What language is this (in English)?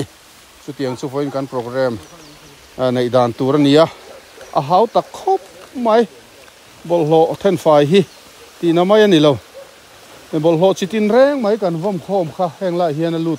Mizo